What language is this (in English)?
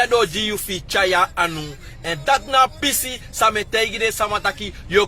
Sranan Tongo